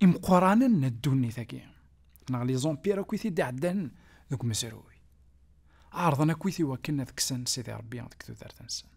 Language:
Kabyle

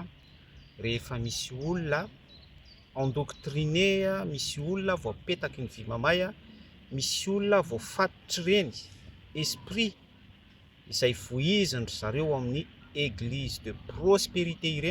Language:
Malagasy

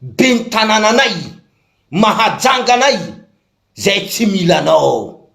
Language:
Malagasy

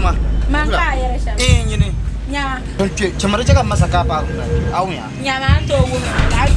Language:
Dagbani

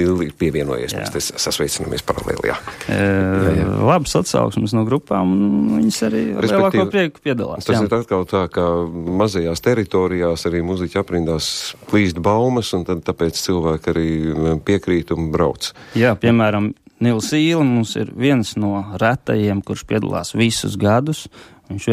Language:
Latvian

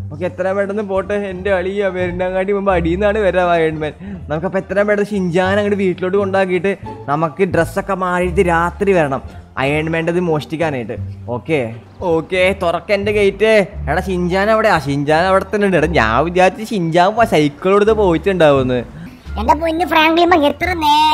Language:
Malayalam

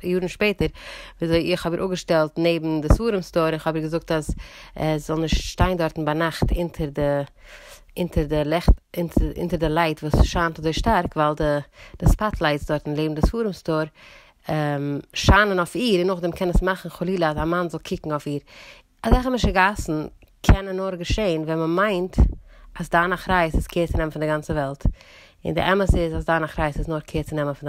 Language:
Yiddish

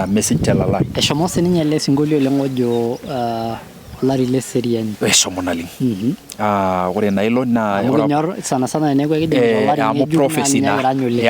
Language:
Masai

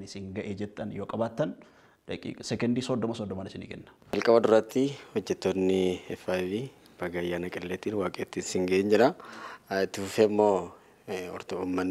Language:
Oromo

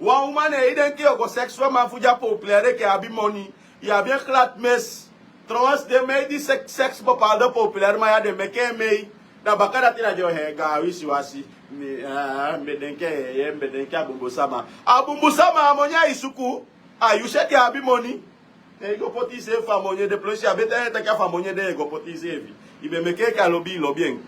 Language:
Sranan Tongo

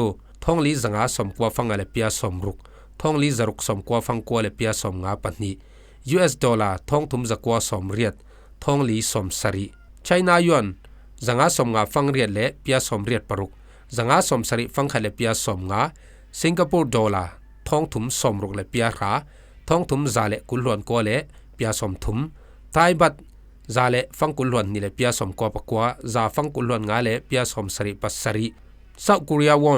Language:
Falam Chin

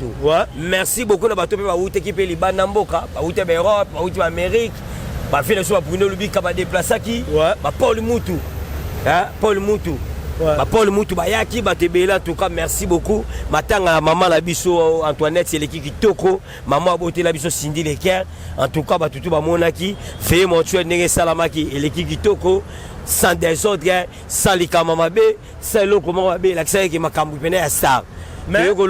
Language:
Lingala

